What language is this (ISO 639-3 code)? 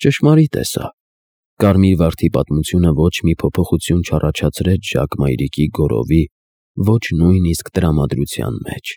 hye